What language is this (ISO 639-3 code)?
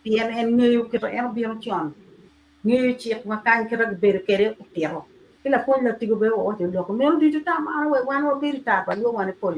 ach